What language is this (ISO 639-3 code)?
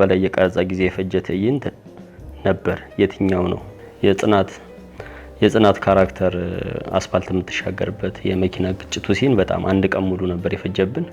amh